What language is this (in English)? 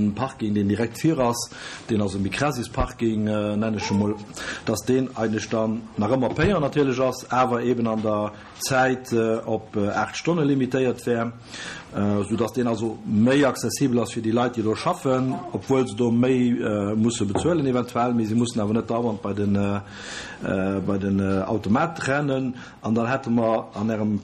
Luxembourgish